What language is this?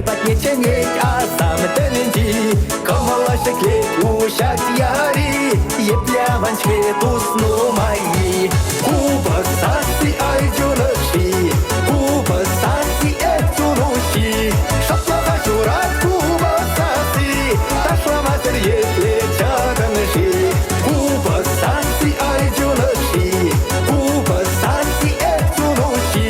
Chuvash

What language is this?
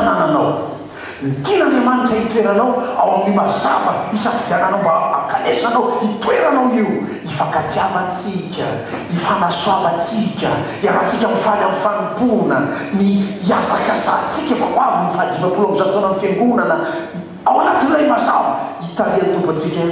Malagasy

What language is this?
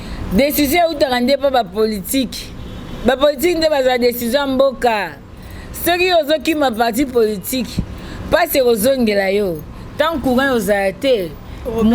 Lingala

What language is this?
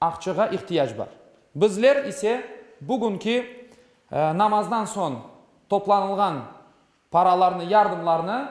Crimean Tatar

